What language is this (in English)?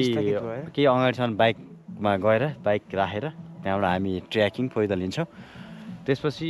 Nepali